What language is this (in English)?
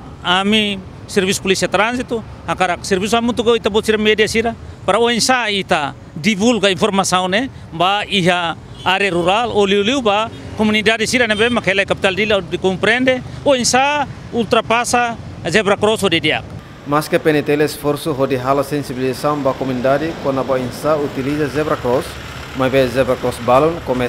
Tetum